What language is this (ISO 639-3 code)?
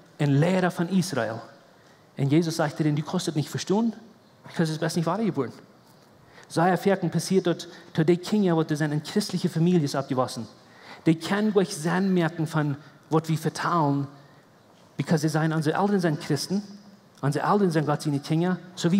pdt